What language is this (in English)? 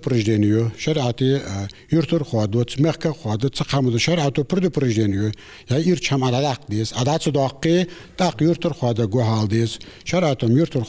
Ingush